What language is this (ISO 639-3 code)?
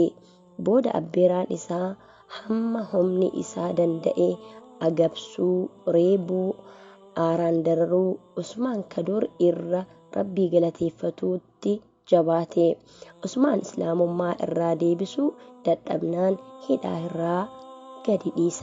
orm